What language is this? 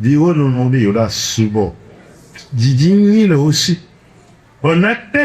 Ewe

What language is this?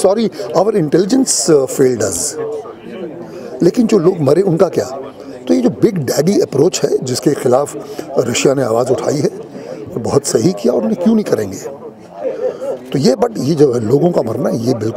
Hindi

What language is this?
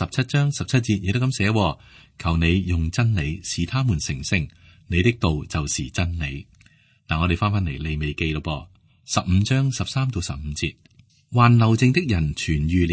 Cantonese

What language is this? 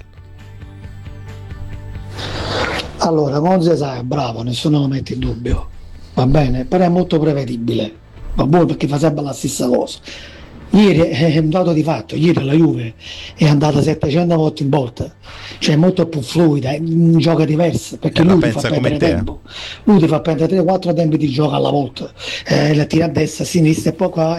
Italian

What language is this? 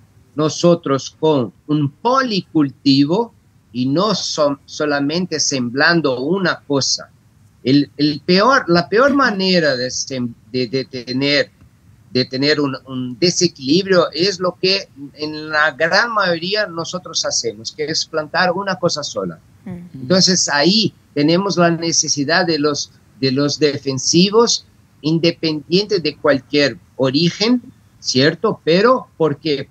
Spanish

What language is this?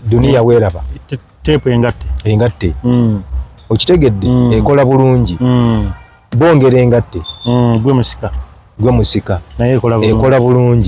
Ganda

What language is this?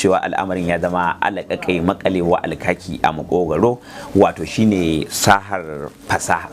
Hausa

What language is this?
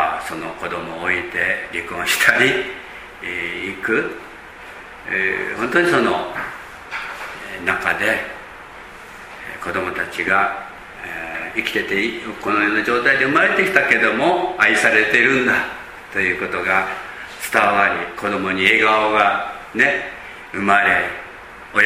Japanese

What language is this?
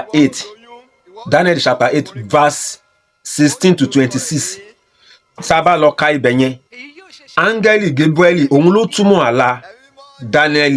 Yoruba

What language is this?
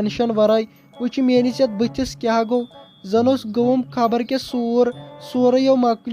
Kashmiri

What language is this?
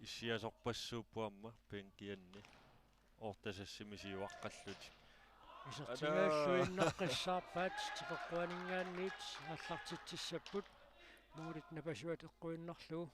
Kalaallisut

